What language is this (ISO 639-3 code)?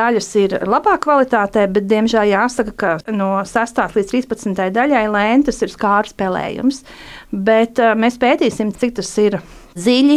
lav